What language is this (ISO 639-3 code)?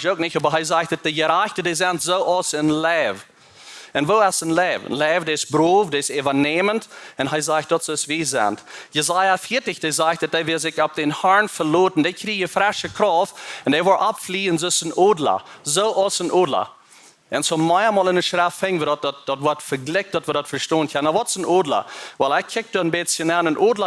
pdt